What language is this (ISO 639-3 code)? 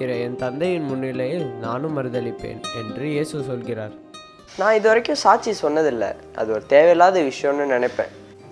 tam